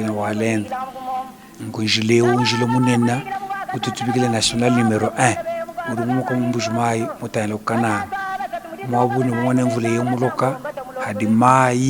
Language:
Luba-Lulua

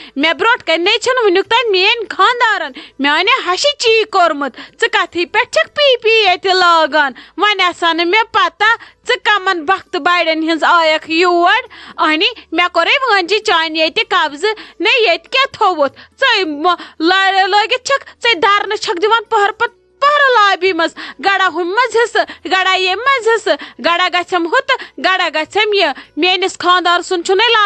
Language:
Kashmiri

